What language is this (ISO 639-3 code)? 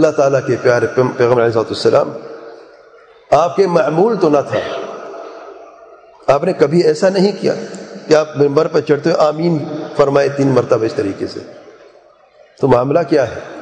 urd